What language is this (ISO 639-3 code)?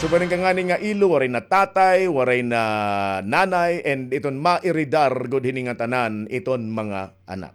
war